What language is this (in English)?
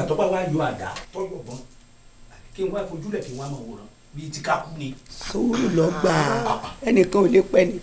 Yoruba